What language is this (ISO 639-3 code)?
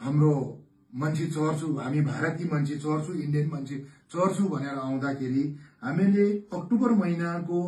nep